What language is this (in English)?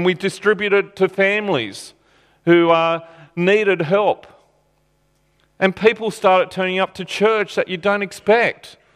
English